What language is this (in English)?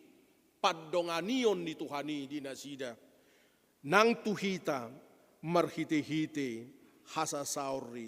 Batak Toba